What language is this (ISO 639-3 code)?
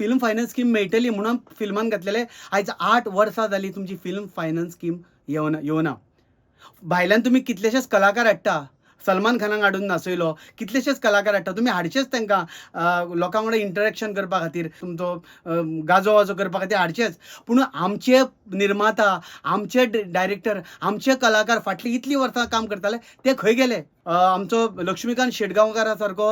kok